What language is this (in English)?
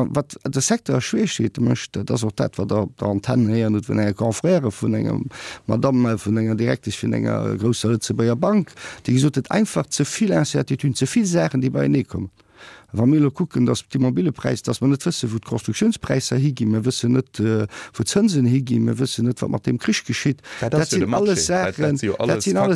Luxembourgish